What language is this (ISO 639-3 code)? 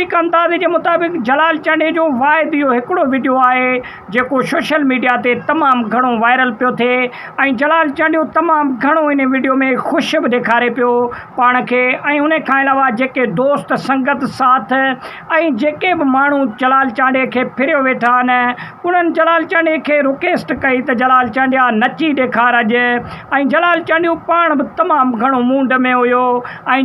snd